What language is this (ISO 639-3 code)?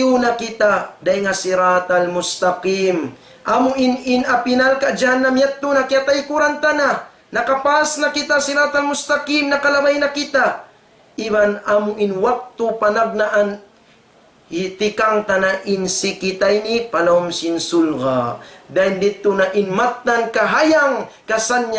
tsg